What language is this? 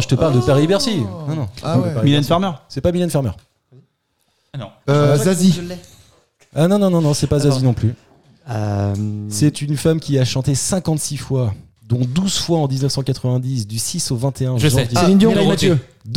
French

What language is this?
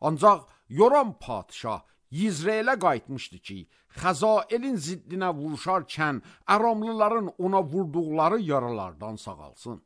Azerbaijani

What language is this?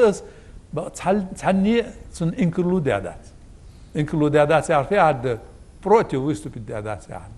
Ingush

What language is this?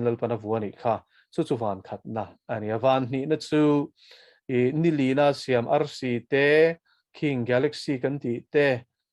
Mizo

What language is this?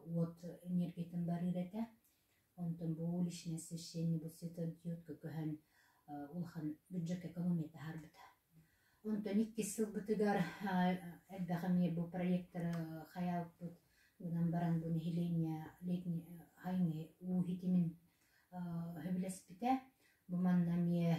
Yakut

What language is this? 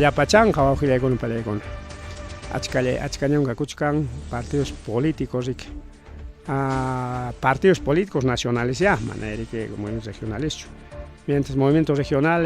Ayacucho Quechua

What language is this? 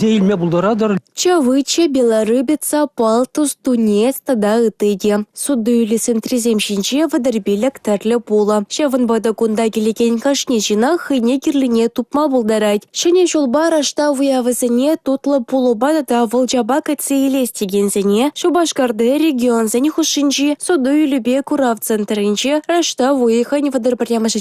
Chuvash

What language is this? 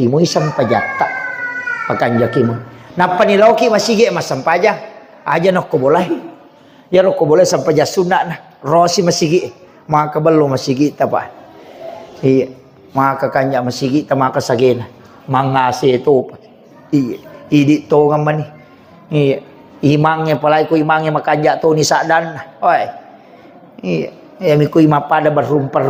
Buginese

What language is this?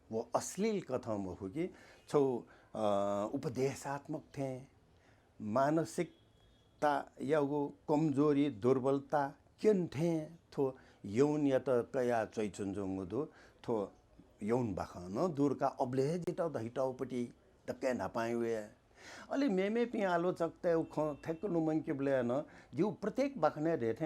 Newari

